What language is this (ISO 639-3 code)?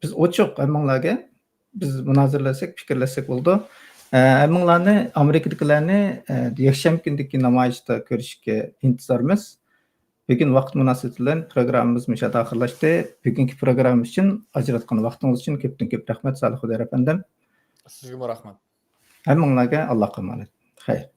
uig